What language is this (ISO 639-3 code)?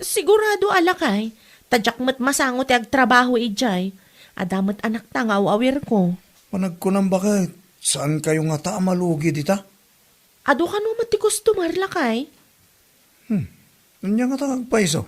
ilo